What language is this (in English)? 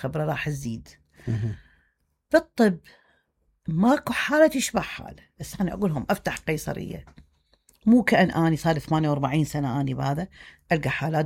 Mesopotamian Arabic